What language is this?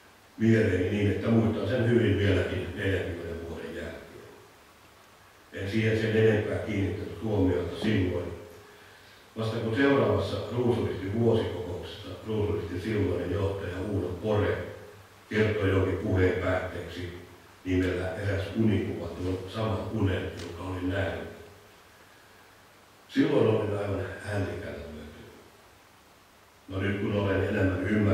Finnish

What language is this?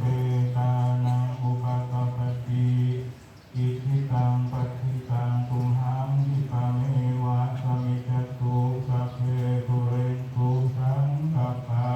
Pali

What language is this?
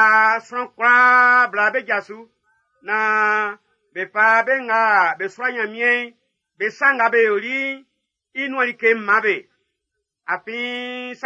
Baoulé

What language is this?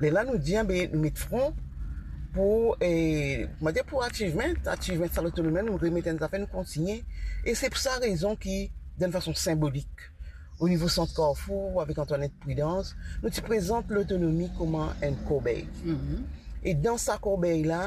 Morisyen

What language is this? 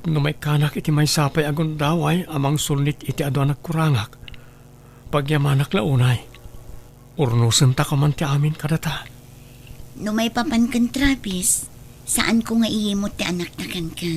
Iloko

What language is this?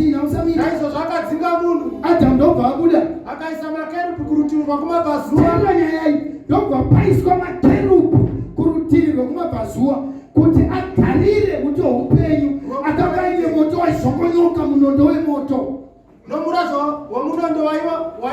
Shona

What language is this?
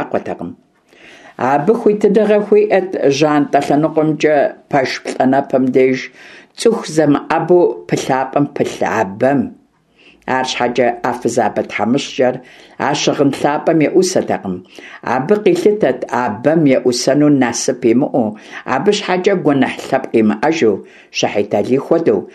Kabardian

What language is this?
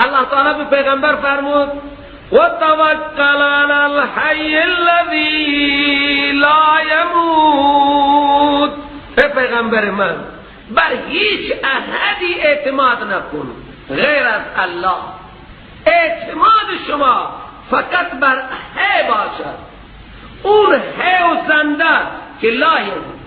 Persian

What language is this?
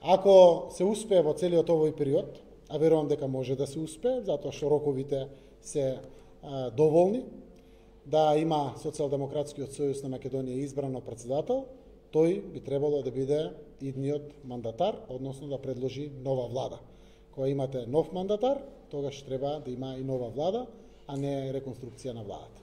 Macedonian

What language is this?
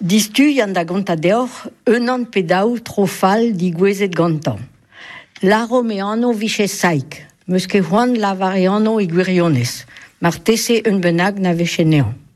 Breton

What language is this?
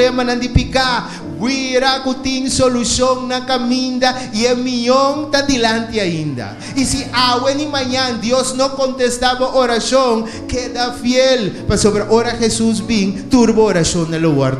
Papiamento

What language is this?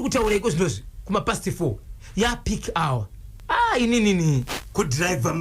Shona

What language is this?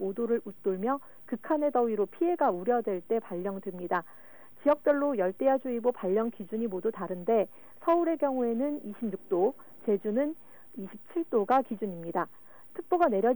Korean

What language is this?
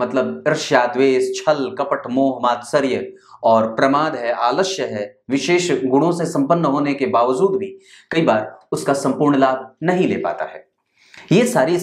Hindi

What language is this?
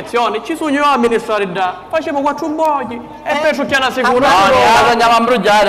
Sicilian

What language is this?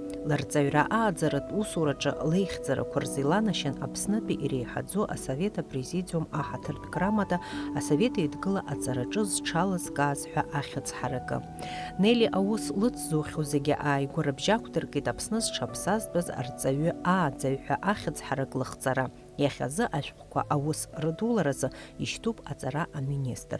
Abkhazian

